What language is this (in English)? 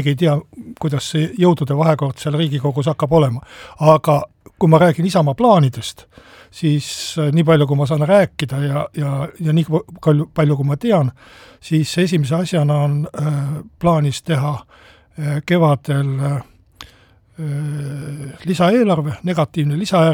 Estonian